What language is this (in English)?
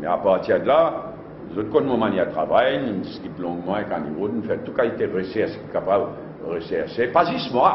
Morisyen